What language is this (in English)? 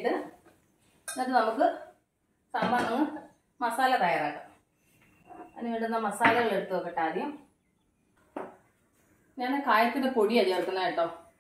Malayalam